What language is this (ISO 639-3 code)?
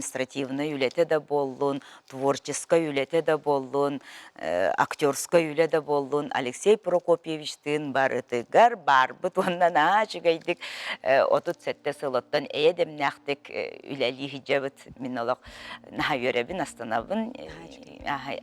sah